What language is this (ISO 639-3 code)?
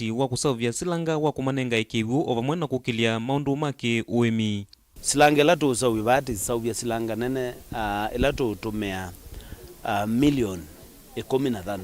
kam